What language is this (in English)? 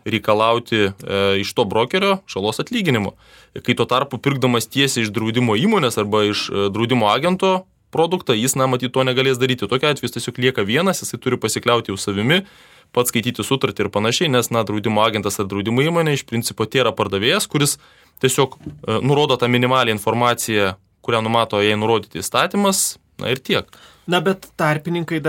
Lithuanian